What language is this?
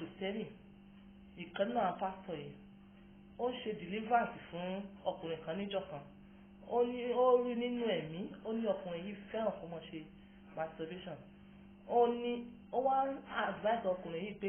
Yoruba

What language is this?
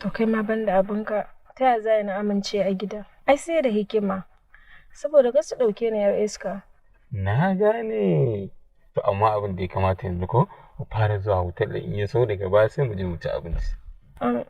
Hausa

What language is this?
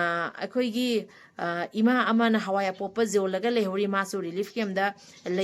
Manipuri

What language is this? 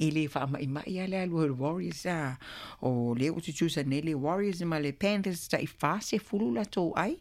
Samoan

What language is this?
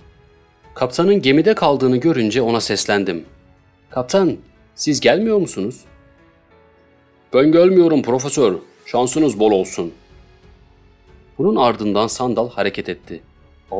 Turkish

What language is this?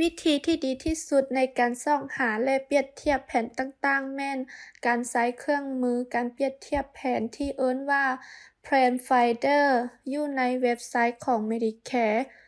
Lao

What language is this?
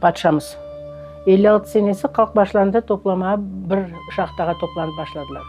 Crimean Tatar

